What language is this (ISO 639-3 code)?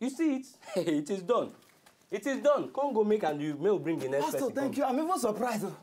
pcm